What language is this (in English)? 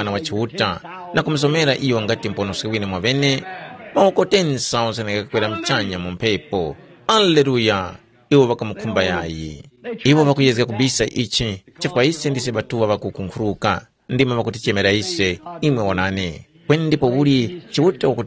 Tumbuka